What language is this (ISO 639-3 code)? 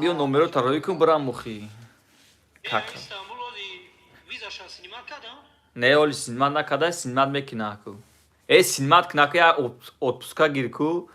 tgk